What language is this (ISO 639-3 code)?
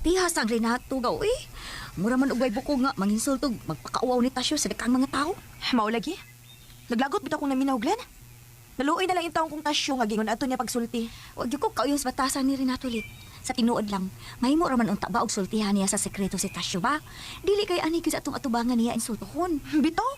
ceb